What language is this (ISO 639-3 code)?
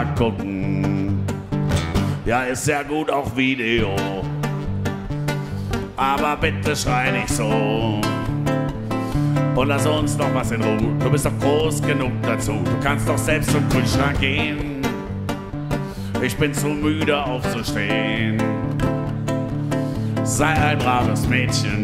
deu